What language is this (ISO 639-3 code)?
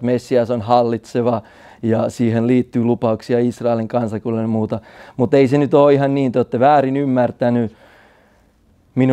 fin